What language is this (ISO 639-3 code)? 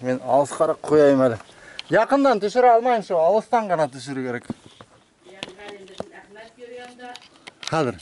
bak